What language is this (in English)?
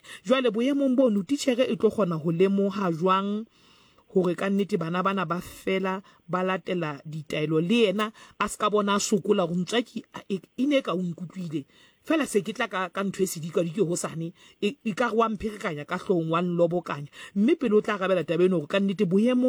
Southern Sotho